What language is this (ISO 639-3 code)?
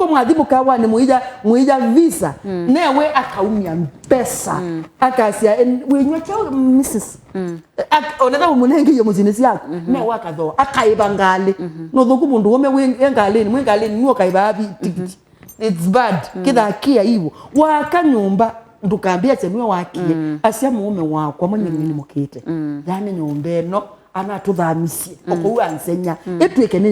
kam